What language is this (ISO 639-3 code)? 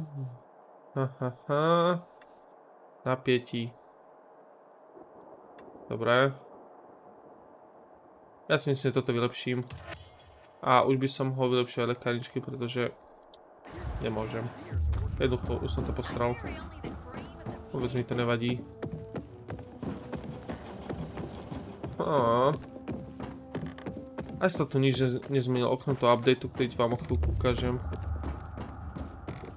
slk